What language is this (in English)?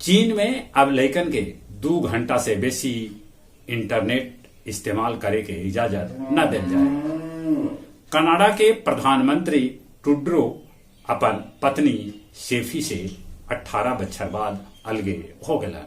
Magahi